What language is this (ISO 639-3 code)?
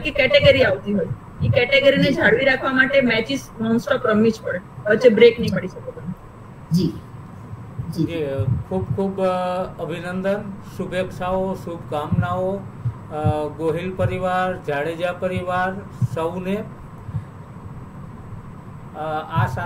guj